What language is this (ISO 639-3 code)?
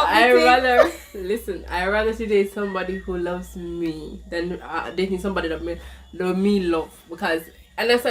jam